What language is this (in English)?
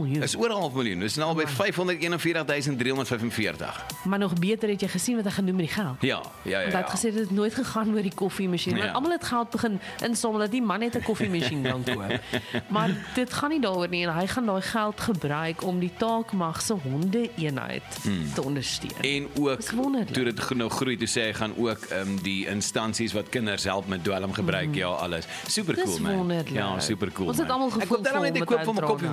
Afrikaans